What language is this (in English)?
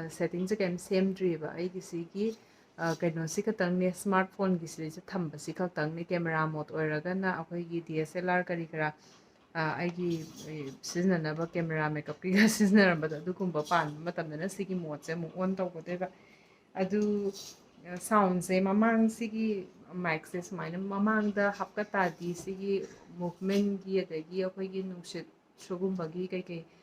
Manipuri